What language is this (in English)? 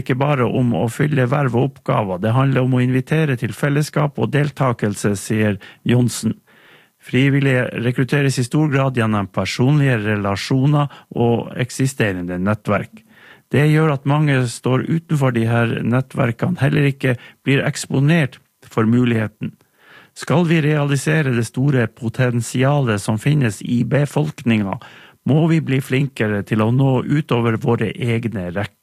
Norwegian